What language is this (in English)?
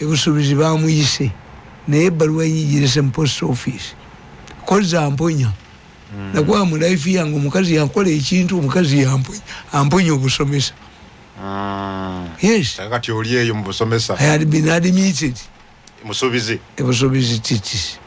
Ganda